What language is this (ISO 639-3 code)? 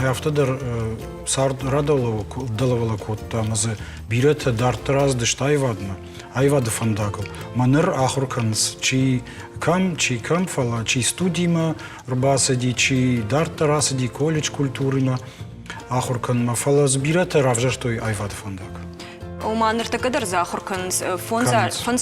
oss